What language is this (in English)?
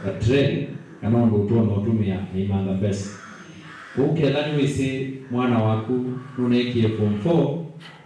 Kamba